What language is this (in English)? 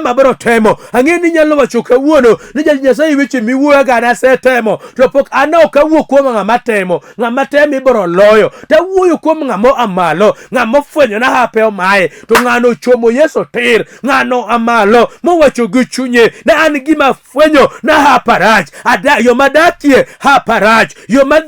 Luo (Kenya and Tanzania)